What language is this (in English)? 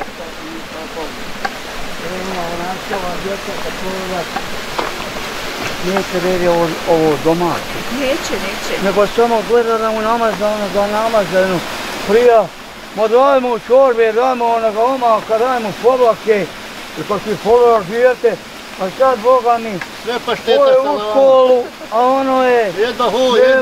Bosnian